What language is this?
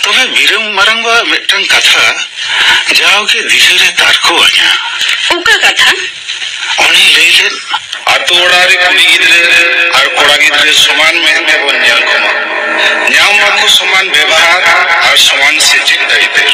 Santali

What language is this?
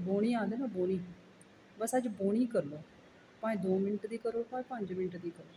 Dogri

